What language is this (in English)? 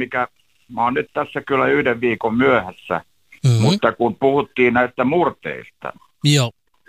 Finnish